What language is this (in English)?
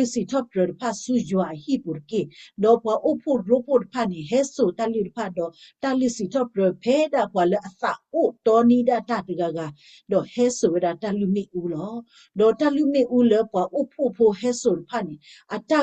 S'gaw Karen